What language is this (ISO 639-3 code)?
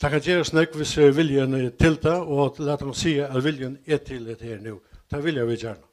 fao